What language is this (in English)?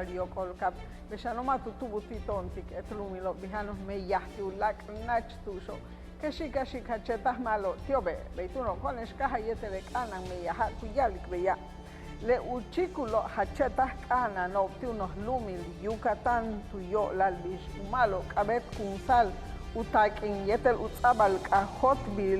Yucateco